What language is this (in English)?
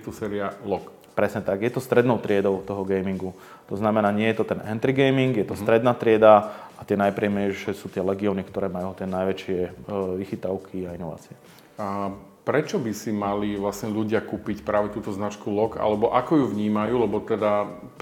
Slovak